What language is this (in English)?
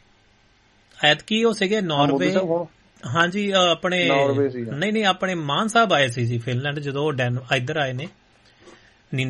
Punjabi